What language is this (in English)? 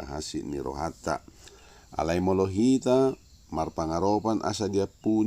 Batak Toba